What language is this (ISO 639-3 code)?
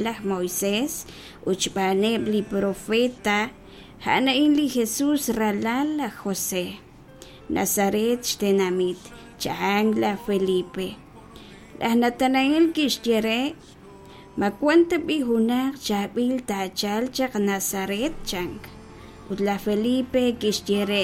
kek